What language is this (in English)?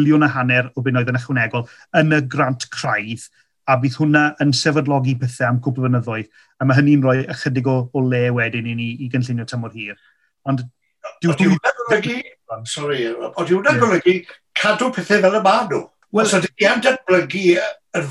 Welsh